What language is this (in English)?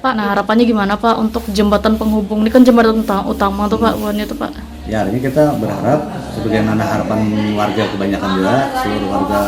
Banjar